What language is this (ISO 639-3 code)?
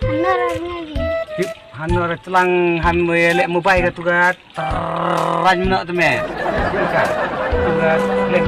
kha